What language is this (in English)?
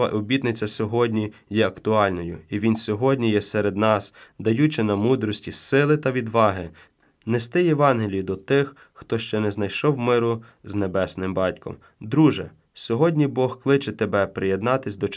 Ukrainian